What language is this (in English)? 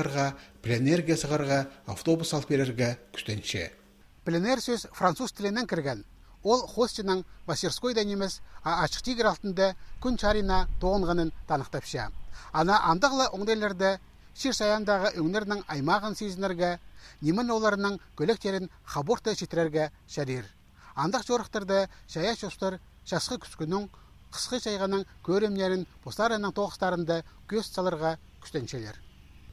Khakas